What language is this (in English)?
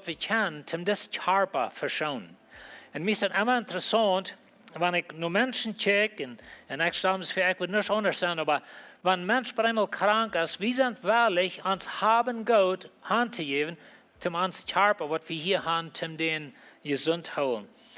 Plautdietsch